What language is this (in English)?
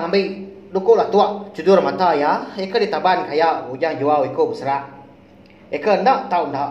Iban